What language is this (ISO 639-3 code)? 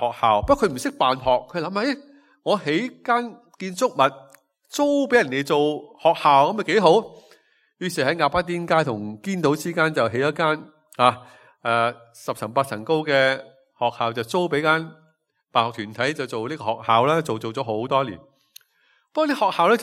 yue